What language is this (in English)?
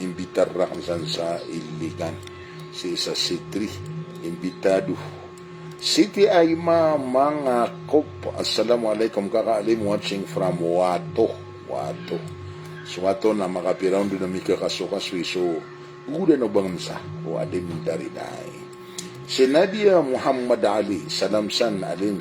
Maranao